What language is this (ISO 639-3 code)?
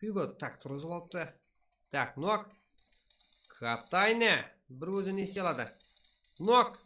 kaa